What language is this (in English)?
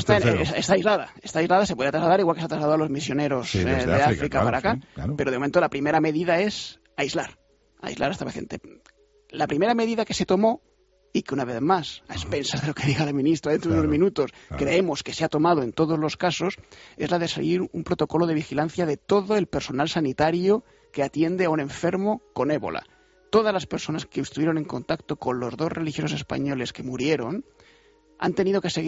Spanish